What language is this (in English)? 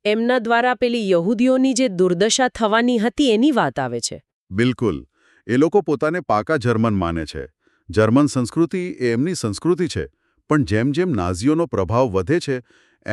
Gujarati